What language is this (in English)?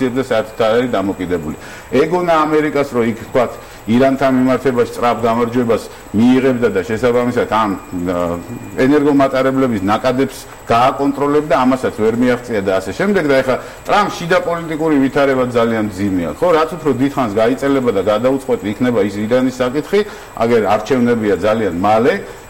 Georgian